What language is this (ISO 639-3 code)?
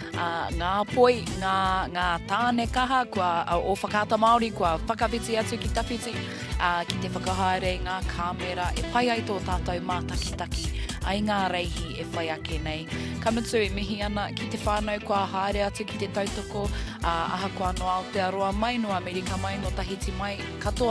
mri